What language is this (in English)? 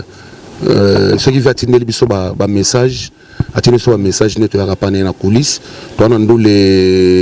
Lingala